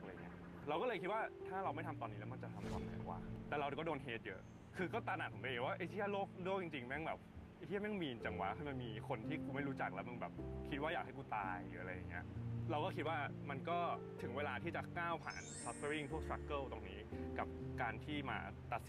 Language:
Thai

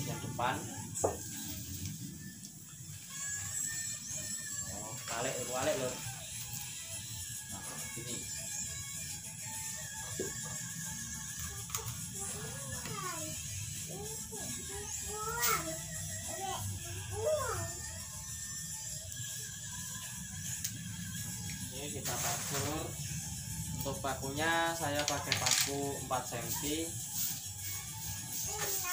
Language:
Indonesian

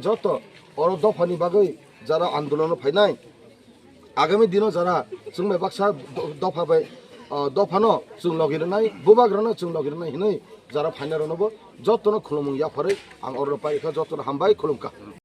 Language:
Kok Borok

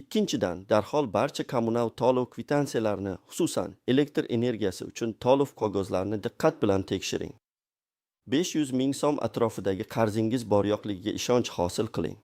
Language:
Uzbek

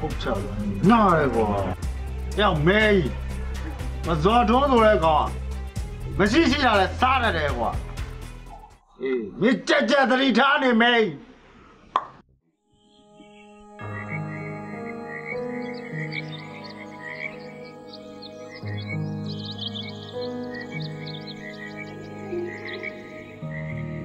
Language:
Burmese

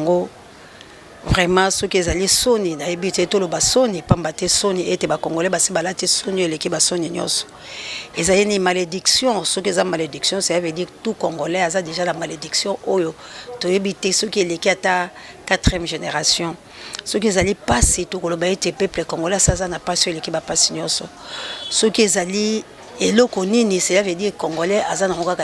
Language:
Lingala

